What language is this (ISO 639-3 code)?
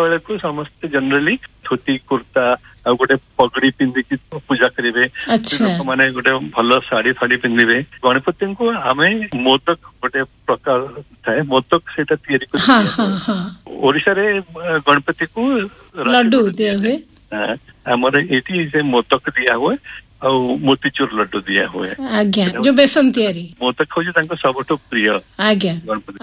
ori